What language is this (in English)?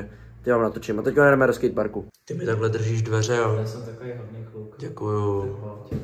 Czech